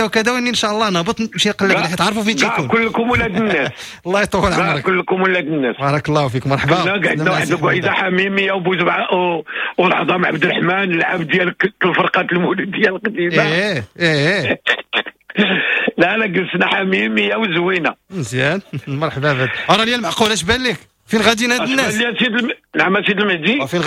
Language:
Moroccan Arabic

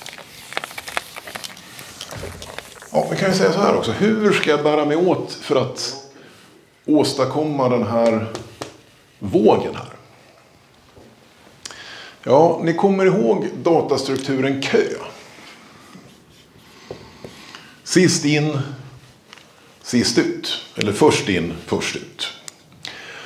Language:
Swedish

